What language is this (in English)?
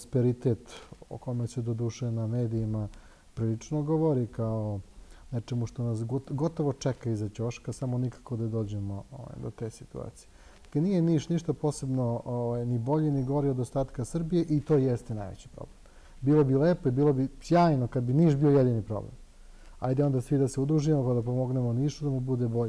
Serbian